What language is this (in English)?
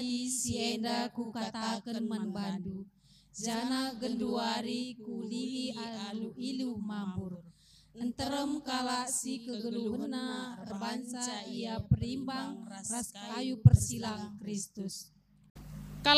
Batak Karo